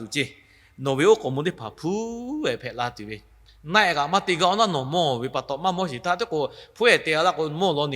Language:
Lahu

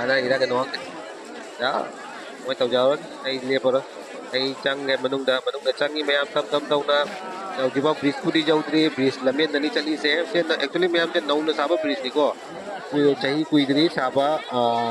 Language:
Manipuri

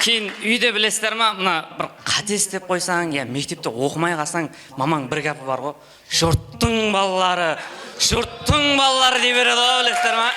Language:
Kara-Kalpak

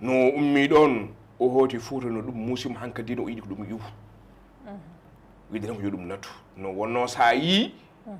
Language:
Fula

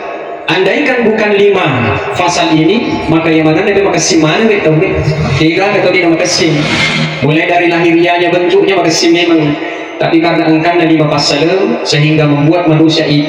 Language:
Buginese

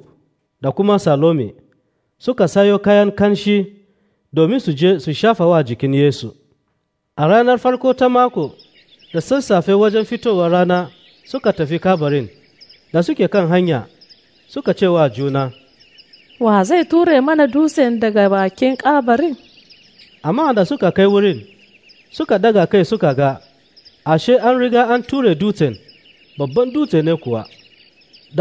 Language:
Hausa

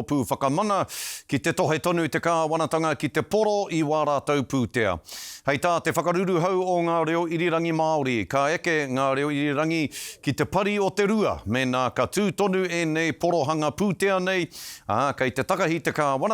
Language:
Māori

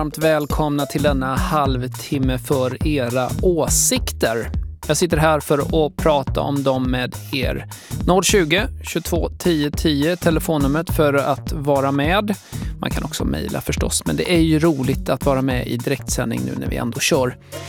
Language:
Swedish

